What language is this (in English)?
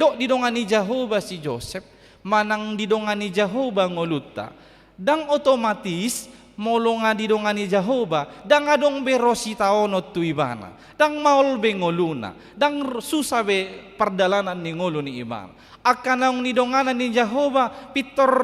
Batak Toba